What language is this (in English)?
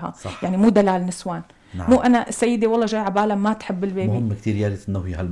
North Levantine Arabic